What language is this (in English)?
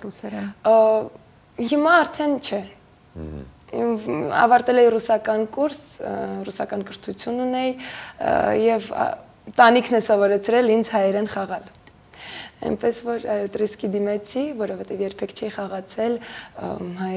Armenian